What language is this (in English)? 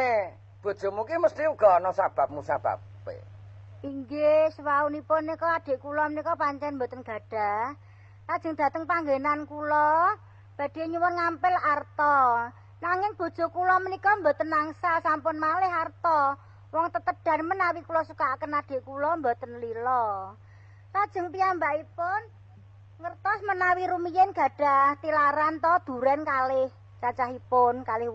Javanese